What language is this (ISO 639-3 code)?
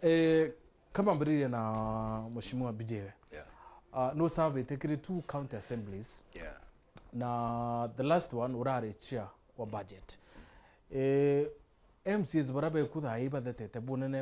mer